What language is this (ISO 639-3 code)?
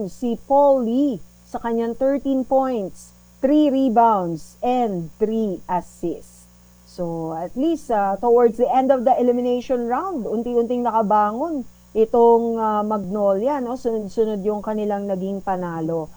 fil